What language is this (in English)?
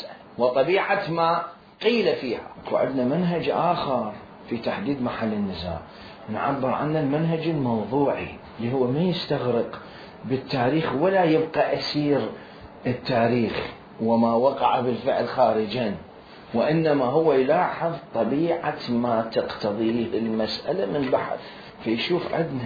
Mesopotamian Arabic